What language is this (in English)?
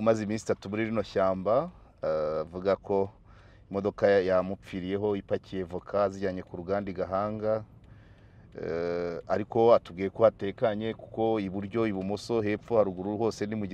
Kinyarwanda